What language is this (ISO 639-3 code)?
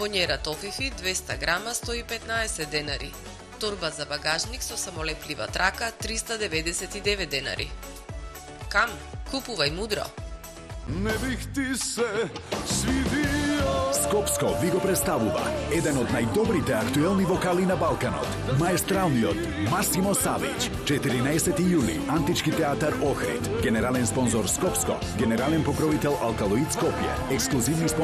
mkd